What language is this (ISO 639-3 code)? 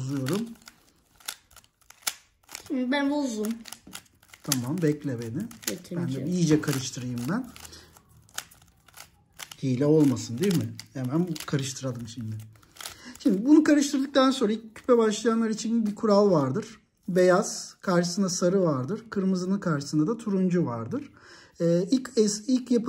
tur